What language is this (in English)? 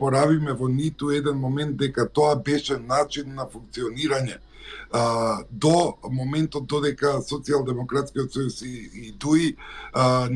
Macedonian